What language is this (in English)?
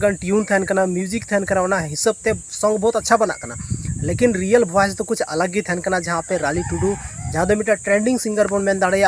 Santali